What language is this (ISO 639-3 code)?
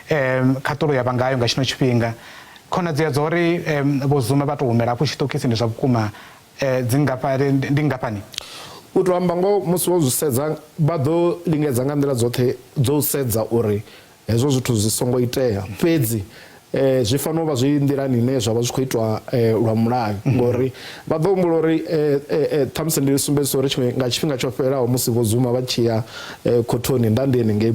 ven